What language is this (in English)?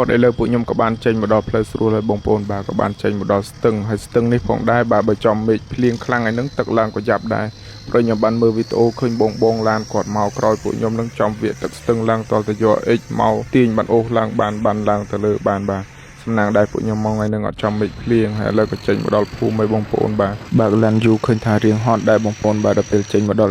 Khmer